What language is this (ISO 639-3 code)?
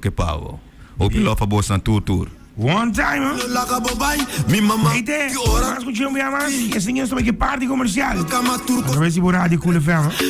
pap